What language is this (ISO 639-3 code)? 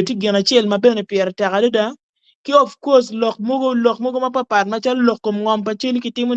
ach